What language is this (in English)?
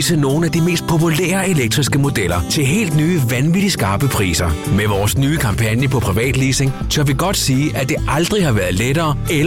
Danish